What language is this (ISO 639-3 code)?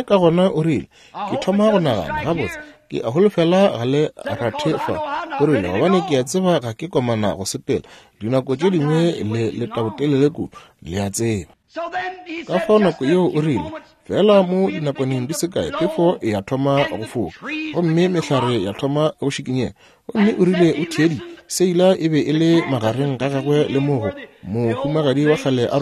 nso